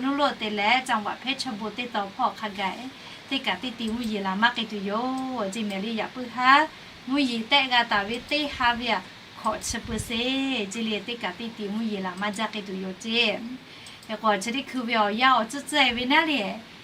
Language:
Lahu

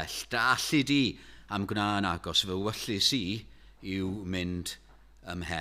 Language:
Welsh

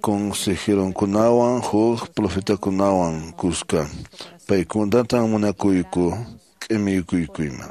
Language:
Quechua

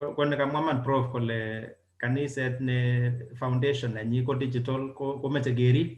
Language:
Kalenjin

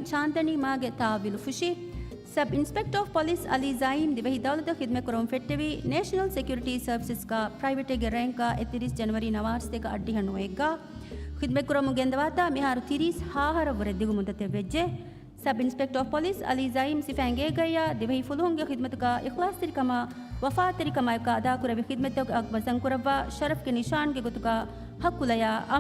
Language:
Divehi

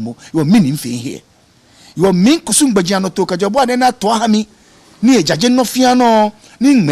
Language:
Ga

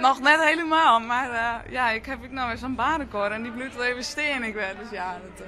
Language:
Western Frisian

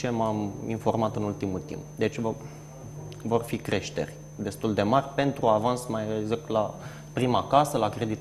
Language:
Romanian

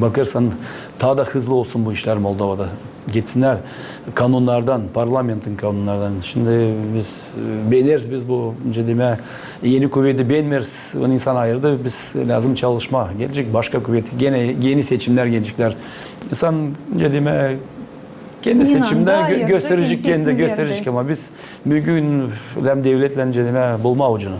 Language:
Gagauz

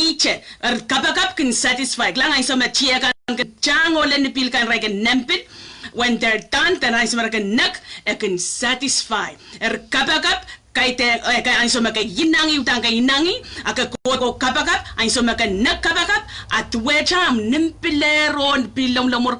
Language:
Pohnpeian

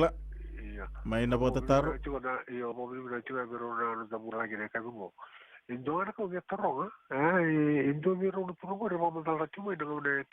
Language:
Fijian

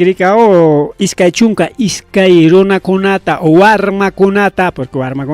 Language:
Ayacucho Quechua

